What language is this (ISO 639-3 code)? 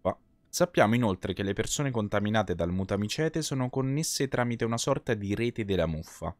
ita